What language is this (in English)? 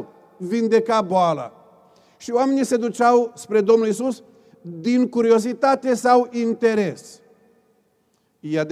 Romanian